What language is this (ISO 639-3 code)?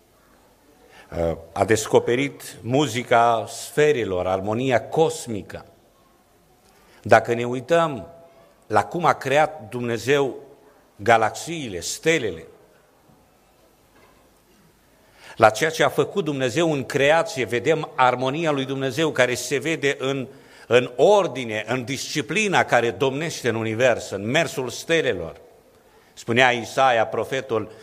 ron